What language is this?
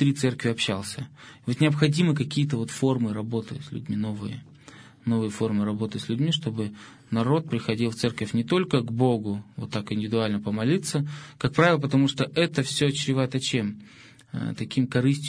Russian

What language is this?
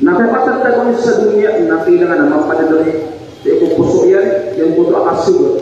Maranao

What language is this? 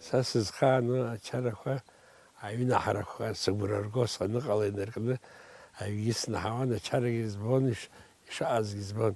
Abkhazian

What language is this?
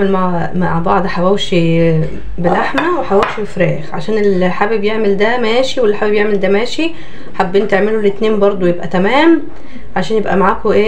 Egyptian Arabic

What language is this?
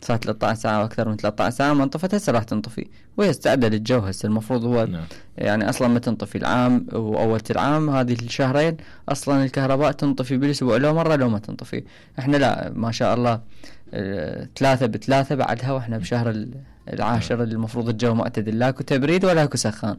Mesopotamian Arabic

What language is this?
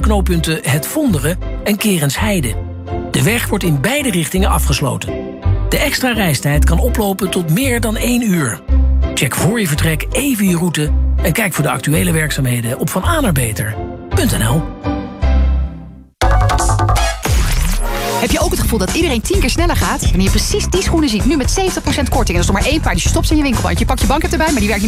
Dutch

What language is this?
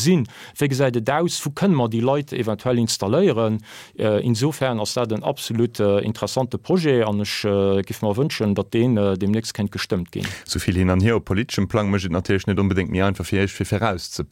Luxembourgish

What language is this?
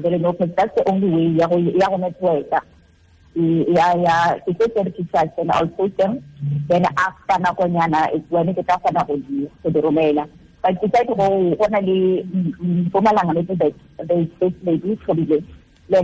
Tswana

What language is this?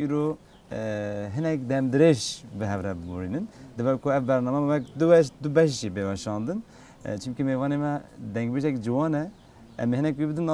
Kurdish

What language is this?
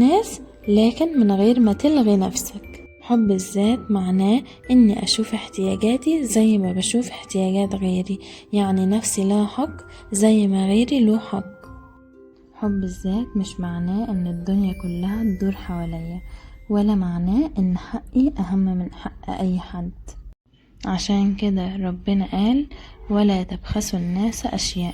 Egyptian Arabic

